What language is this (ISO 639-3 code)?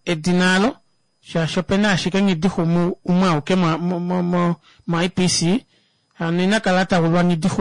kua